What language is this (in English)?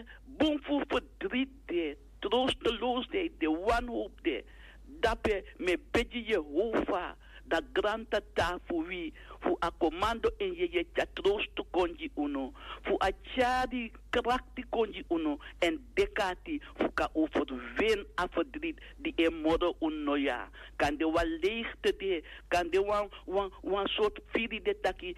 Sranan Tongo